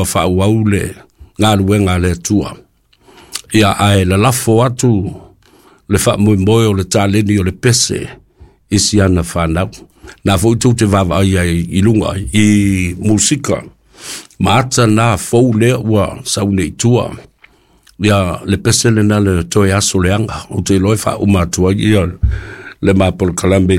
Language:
Samoan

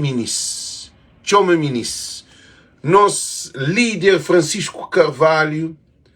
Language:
Kabuverdianu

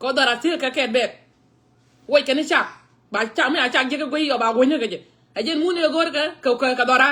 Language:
Nuer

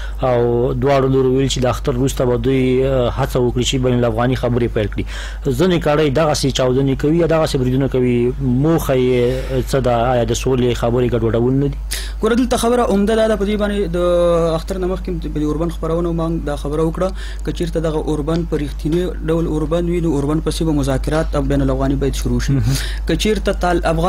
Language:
Pashto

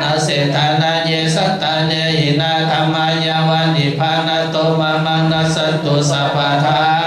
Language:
Pali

